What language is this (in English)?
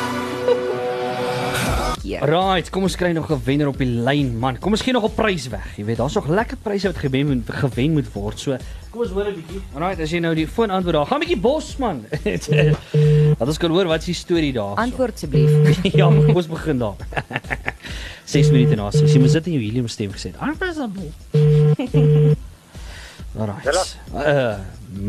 Afrikaans